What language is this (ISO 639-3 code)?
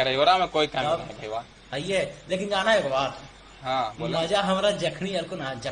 mag